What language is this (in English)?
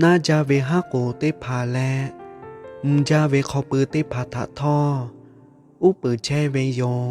Lahu